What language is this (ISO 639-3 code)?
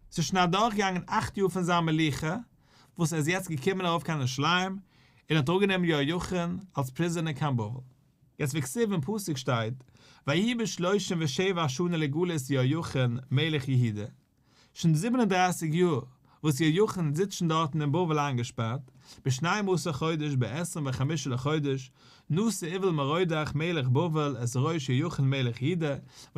yid